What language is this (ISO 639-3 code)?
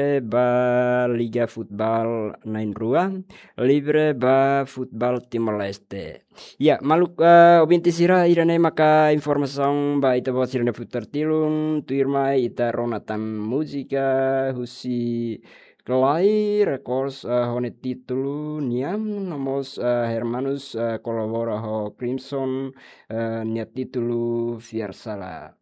tet